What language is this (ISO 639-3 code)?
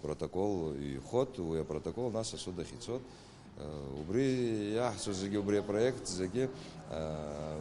abk